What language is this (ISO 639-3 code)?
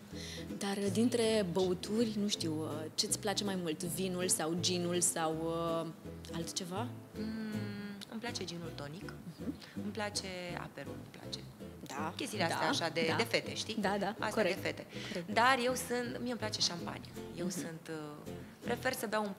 ron